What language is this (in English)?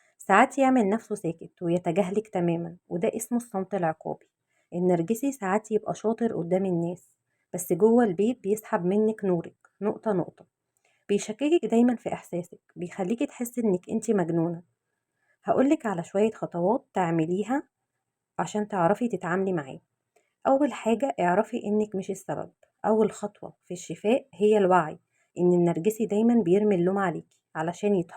Egyptian Arabic